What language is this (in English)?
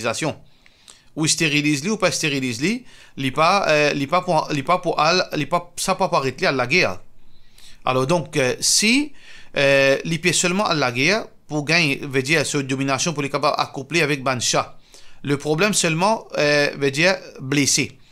Morisyen